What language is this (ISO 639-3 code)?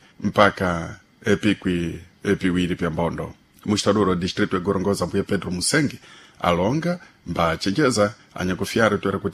seh